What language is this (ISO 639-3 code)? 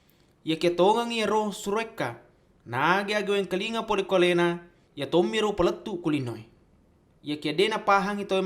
bug